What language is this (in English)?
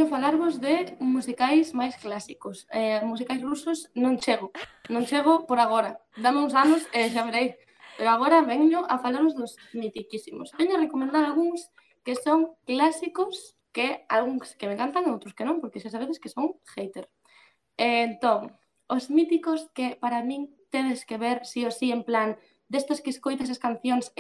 Galician